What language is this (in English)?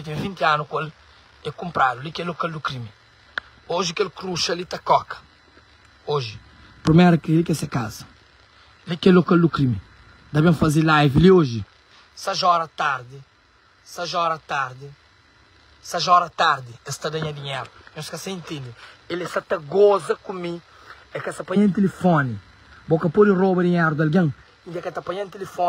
Kabuverdianu